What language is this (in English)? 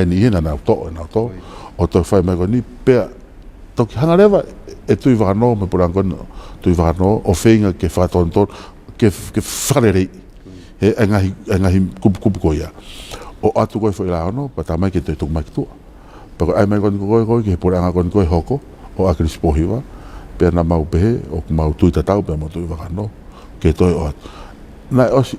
Tongan